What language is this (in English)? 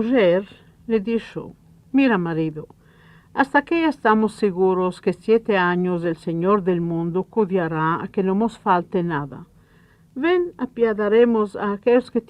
Ladino